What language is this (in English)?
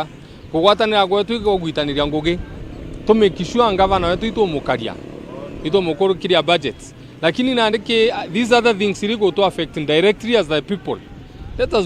Meru